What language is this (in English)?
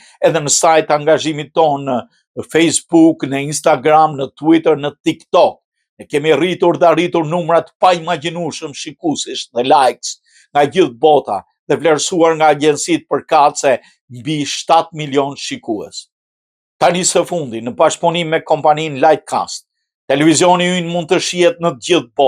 Albanian